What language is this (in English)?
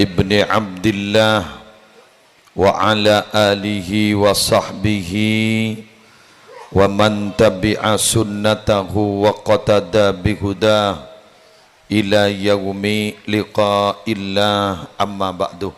Madurese